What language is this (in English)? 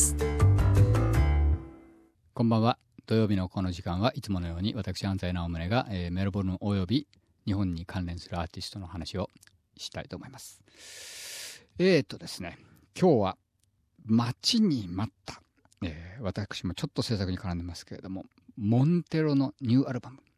Japanese